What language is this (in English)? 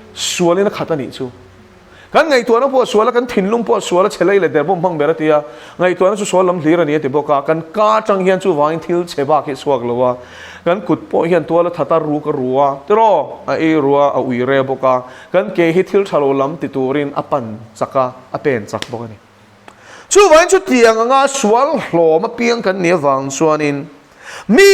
Mizo